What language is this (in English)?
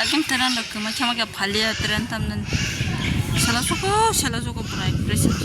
Kok Borok